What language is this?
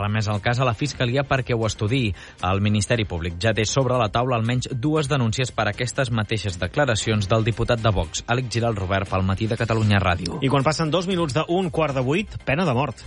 Catalan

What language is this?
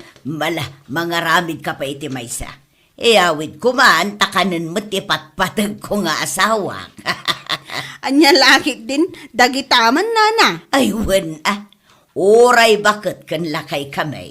Iloko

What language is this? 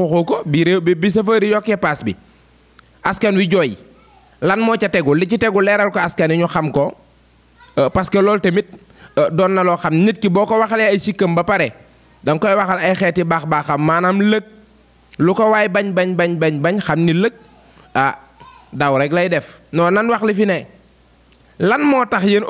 Wolof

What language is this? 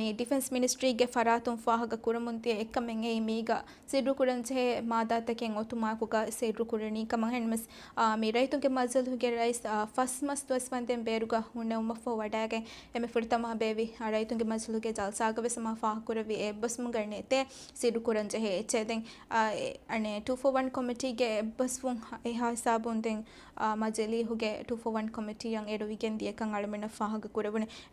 Divehi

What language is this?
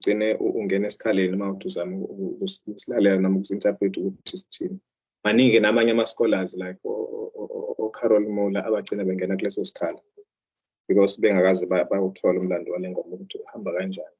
Zulu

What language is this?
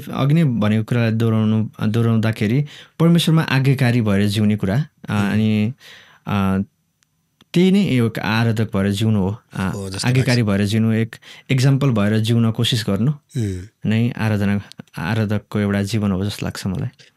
Nepali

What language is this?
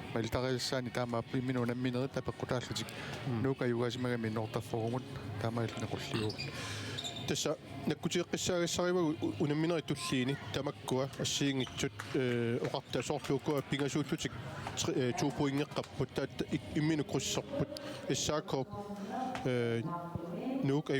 Kalaallisut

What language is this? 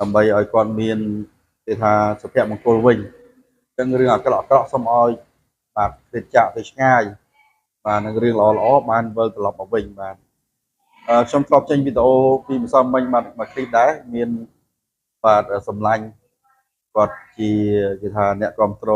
Khmer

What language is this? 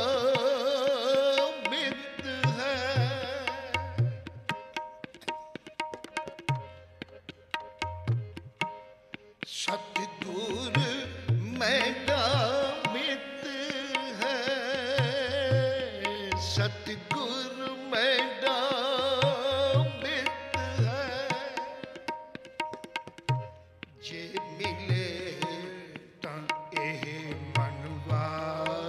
Punjabi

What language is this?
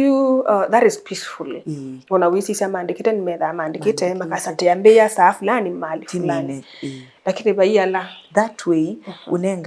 Kamba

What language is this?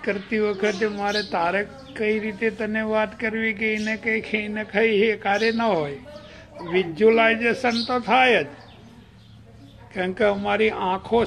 Gujarati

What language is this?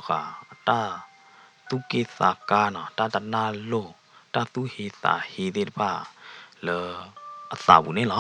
S'gaw Karen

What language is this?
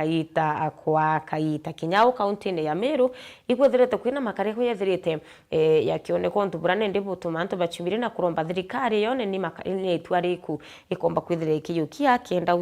Meru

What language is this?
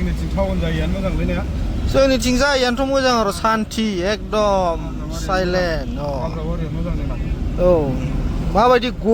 Bodo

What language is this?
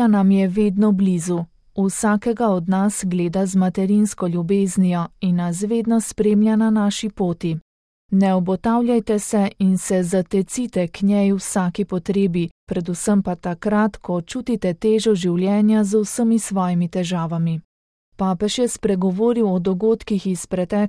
Slovenian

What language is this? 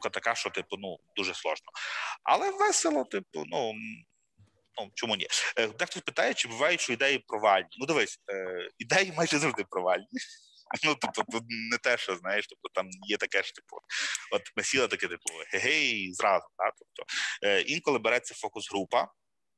Ukrainian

